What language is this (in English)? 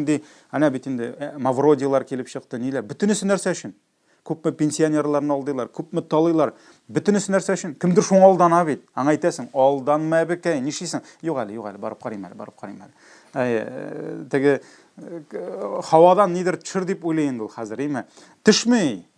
Tatar